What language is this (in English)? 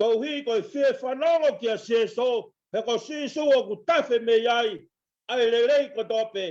Tongan